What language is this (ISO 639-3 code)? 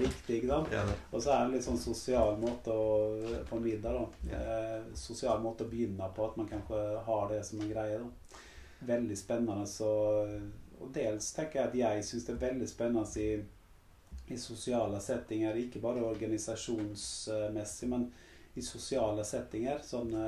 nor